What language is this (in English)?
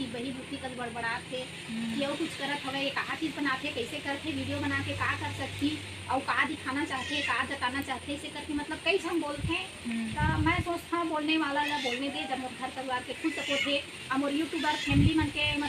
Chhattisgarhi